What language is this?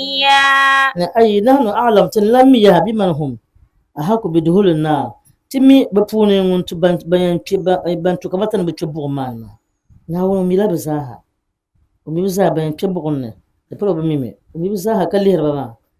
Dagbani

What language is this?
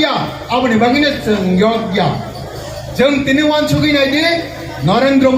Kok Borok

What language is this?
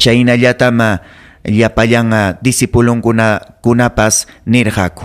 Ayacucho Quechua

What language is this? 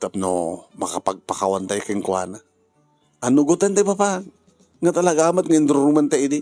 Iloko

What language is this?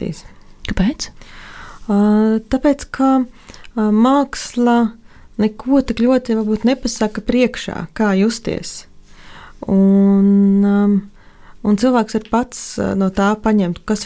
Latvian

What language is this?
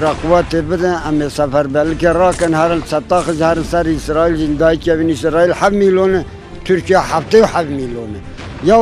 Kurdish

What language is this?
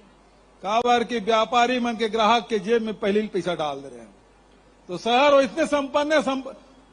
Chhattisgarhi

